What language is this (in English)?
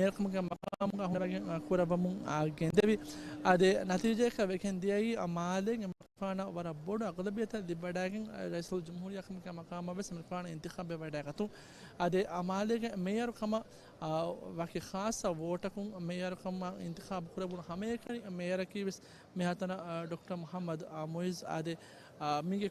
Divehi